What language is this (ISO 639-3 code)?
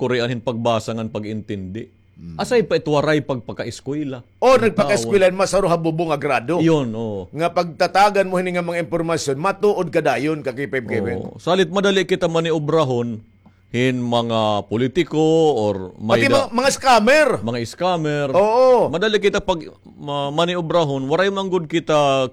war